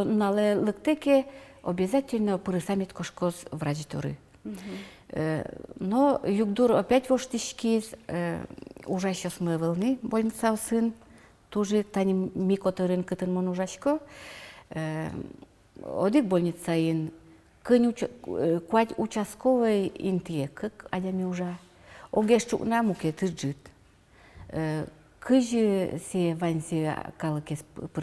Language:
Udmurt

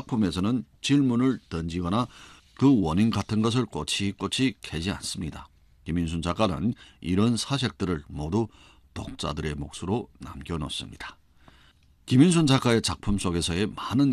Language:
Korean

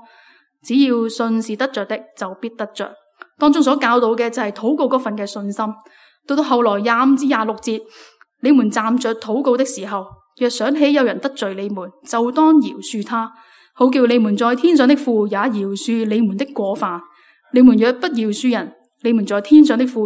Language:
Cantonese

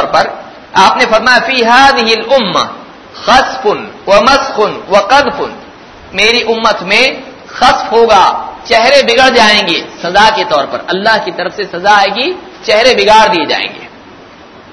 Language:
Urdu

